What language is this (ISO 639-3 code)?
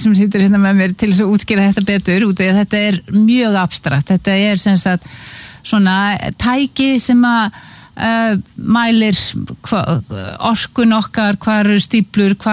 isl